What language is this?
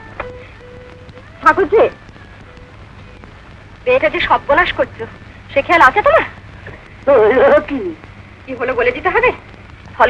Bangla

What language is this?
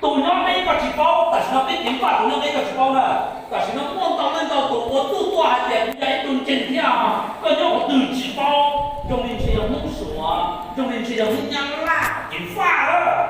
Hmong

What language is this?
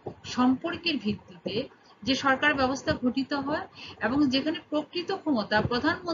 Bangla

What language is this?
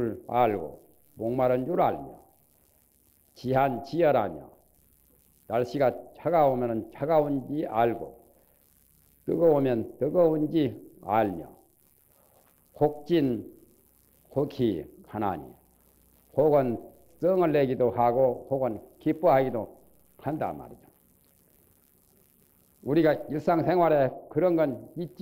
Korean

